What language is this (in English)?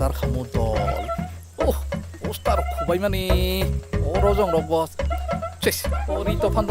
Kok Borok